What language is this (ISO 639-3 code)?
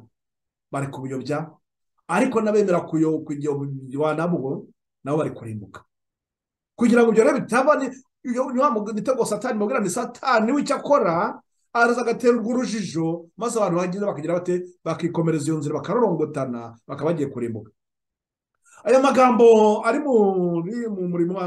kin